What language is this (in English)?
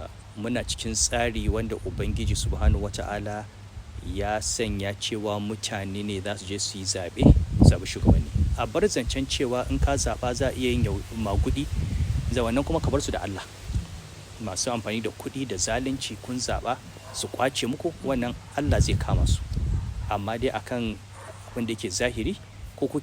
Hausa